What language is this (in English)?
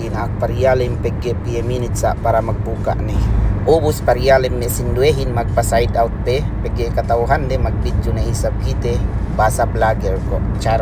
Yakan